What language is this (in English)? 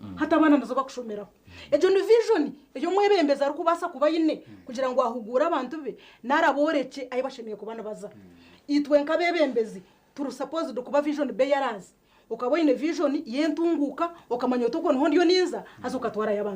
Nyankole